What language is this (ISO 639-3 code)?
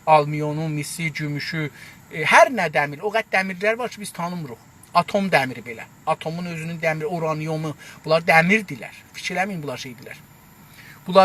azb